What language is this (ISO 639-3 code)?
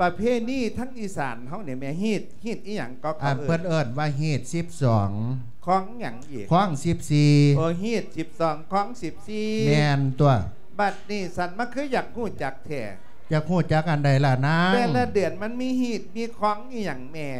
lao